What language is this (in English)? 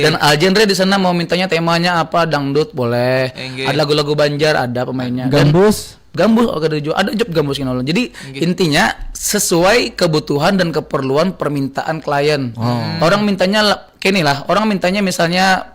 Banjar